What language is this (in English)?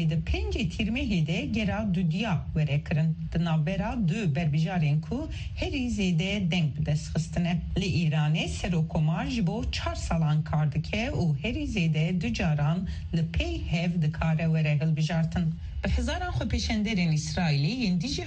Kurdish